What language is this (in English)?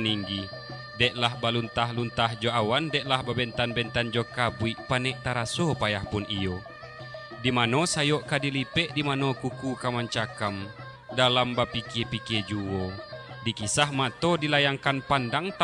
Minangkabau